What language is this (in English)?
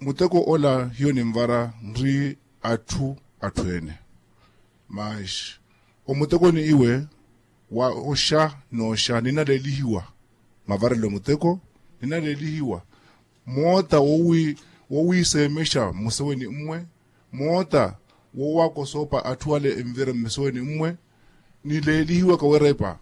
Makhuwa